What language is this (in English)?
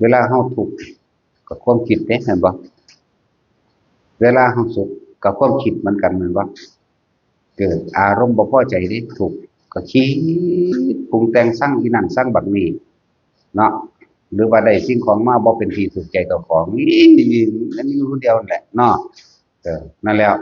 Northeastern Thai